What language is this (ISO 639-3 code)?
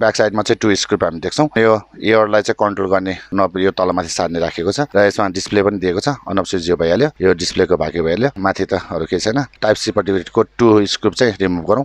nep